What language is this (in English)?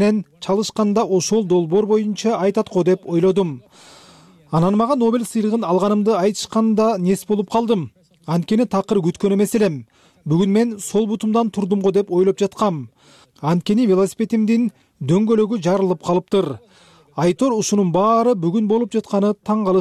Kyrgyz